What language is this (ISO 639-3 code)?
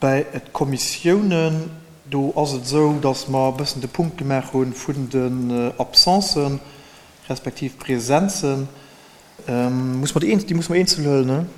ltz